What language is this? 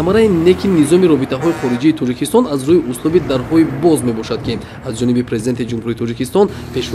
Tajik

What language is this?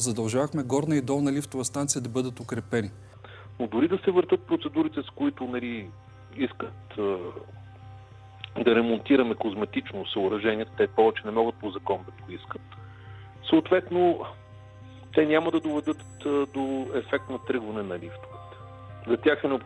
Bulgarian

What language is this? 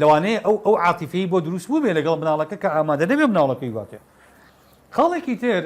Central Kurdish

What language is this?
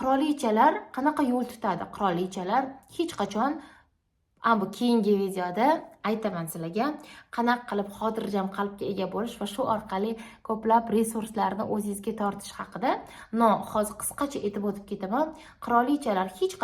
Uzbek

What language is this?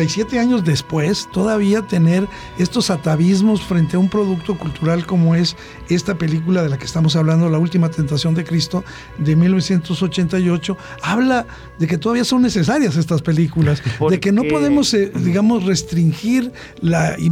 Spanish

